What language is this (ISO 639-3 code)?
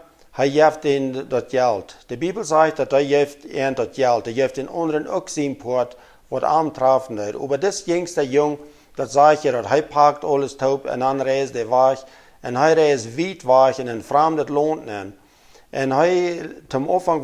pdt